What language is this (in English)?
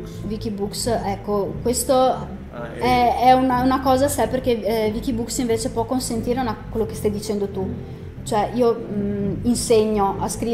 Italian